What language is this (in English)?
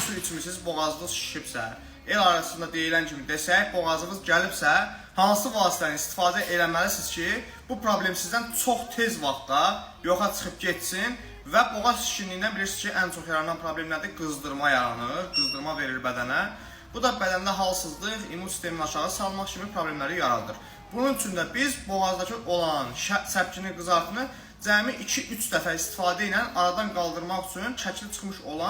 Azerbaijani